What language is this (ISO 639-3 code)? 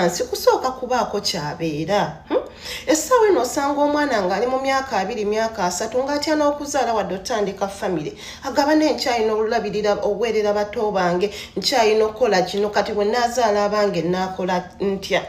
lug